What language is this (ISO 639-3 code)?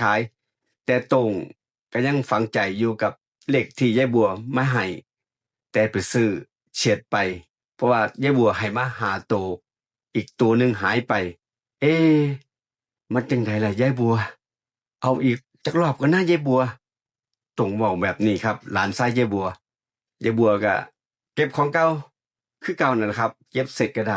tts